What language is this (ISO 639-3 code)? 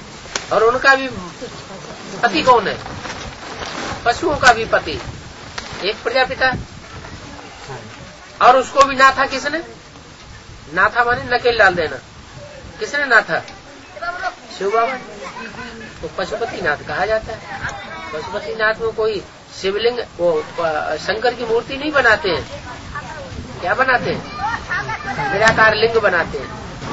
hin